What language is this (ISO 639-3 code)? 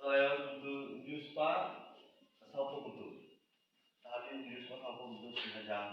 kha